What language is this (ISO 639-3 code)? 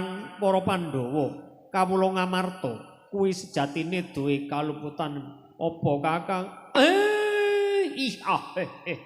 jav